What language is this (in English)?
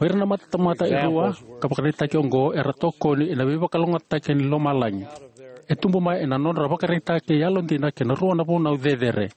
Fijian